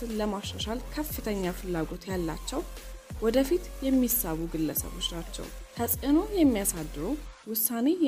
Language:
Amharic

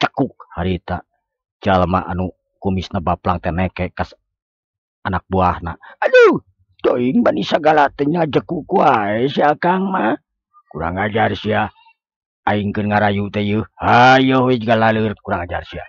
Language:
Sundanese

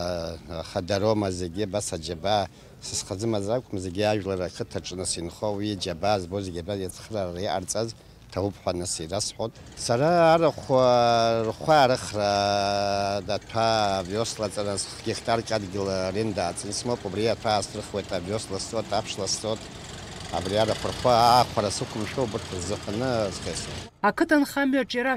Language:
Abkhazian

